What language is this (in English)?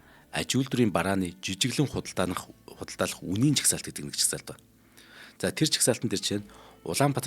Mongolian